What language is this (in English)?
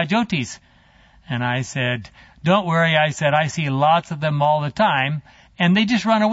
English